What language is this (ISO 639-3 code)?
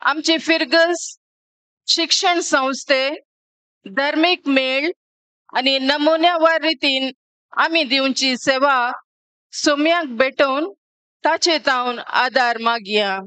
kok